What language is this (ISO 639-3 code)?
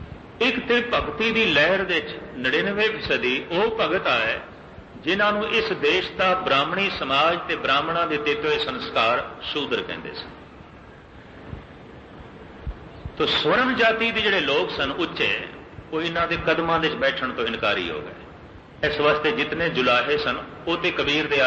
pan